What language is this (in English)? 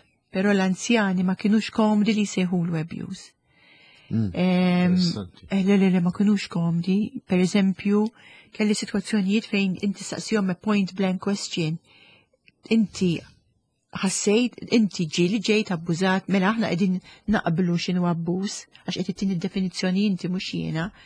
Maltese